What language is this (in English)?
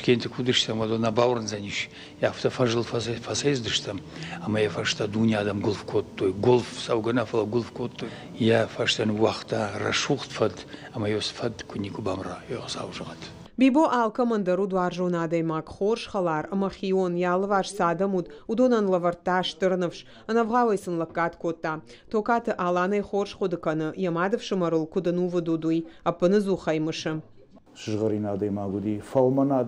Ossetic